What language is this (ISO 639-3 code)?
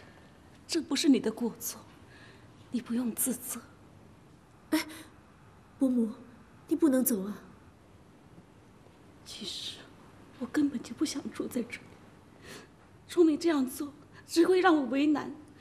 zho